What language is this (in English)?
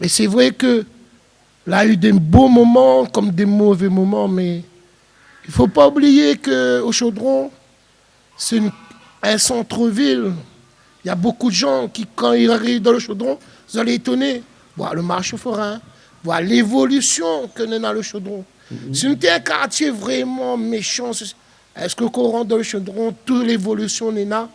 Réunion Creole French